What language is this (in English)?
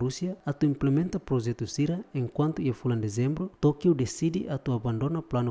Tetum